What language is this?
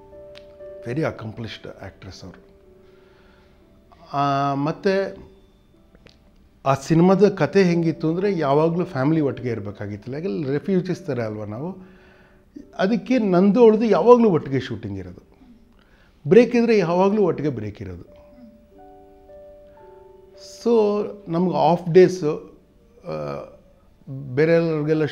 Kannada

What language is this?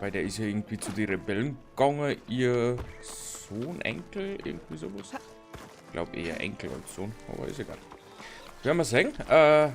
Bavarian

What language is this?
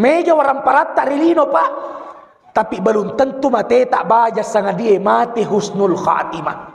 Buginese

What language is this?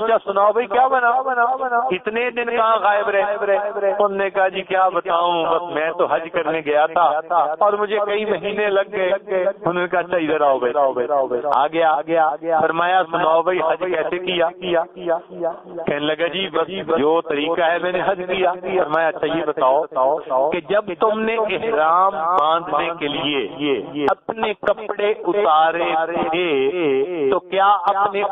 Urdu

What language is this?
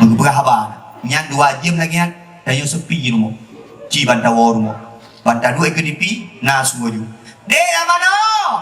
Achinese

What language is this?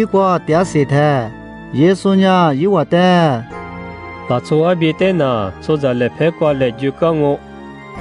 Lisu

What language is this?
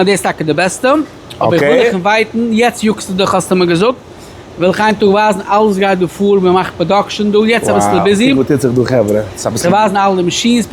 Yiddish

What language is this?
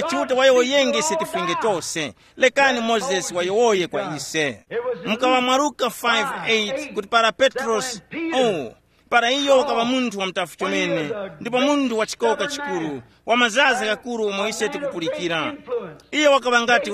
Tumbuka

